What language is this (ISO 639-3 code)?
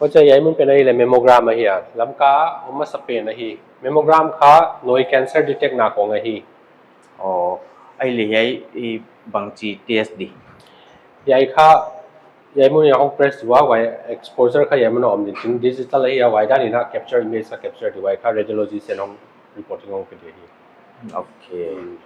pck